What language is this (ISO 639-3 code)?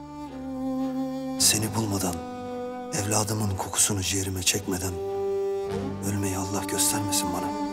tur